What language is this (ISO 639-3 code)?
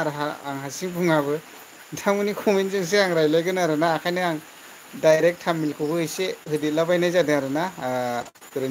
brx